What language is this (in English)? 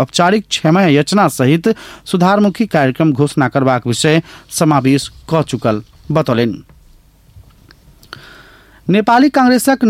Maithili